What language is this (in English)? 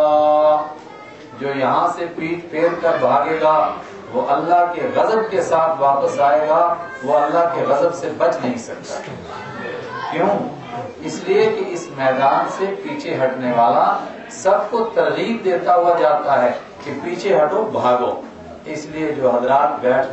Urdu